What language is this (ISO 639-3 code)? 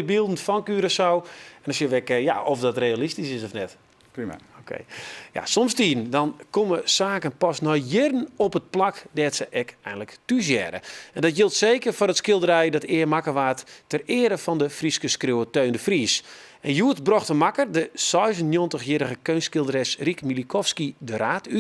fry